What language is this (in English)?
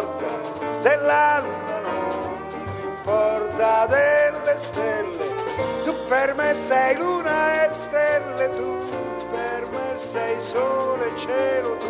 Italian